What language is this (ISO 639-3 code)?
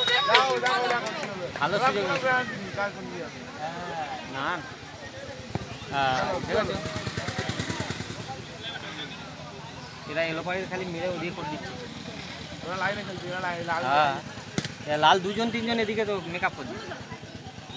ben